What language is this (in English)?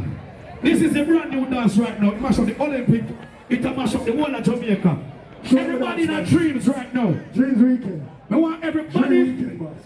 Jamaican Creole English